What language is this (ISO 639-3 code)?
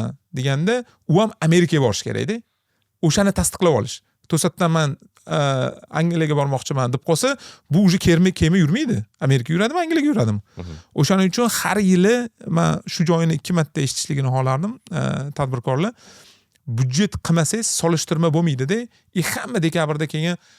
uzb